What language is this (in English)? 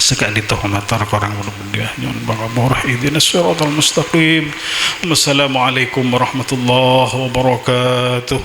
Madurese